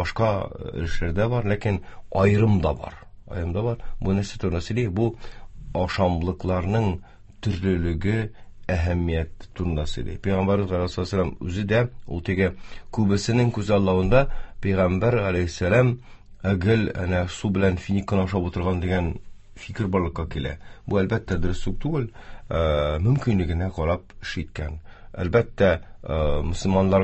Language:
Tatar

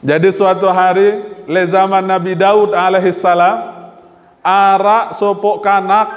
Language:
Sasak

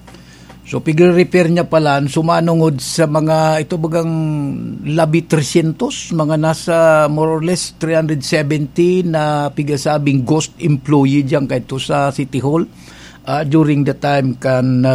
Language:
Bikol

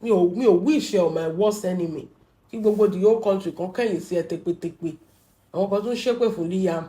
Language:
Yoruba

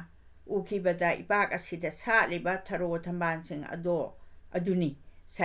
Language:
Manipuri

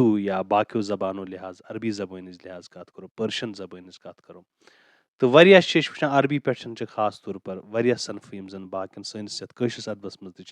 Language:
Kashmiri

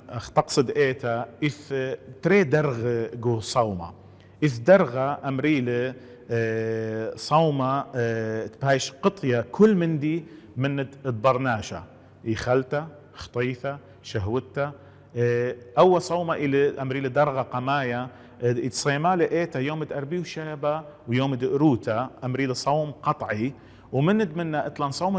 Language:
Assyrian Neo-Aramaic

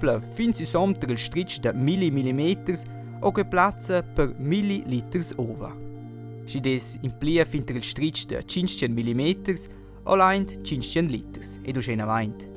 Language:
Romansh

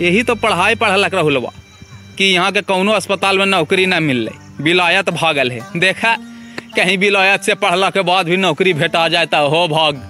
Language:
Magahi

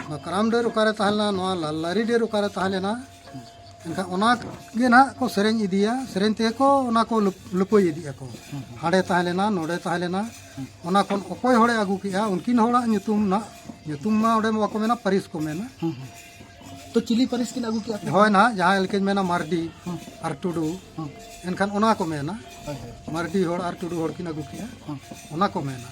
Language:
Santali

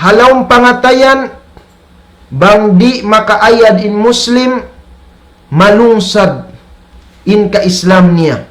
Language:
Tausug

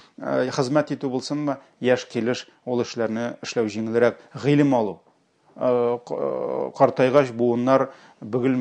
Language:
Tatar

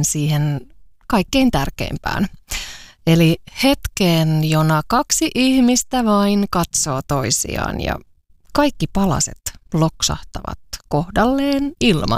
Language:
Finnish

